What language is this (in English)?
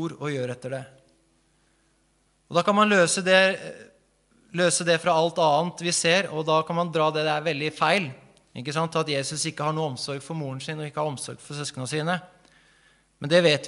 Norwegian